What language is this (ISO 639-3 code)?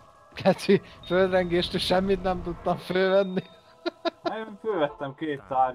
hun